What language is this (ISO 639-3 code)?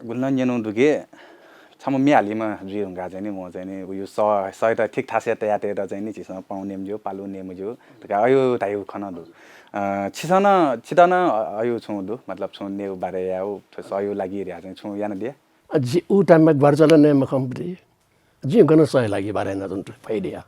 new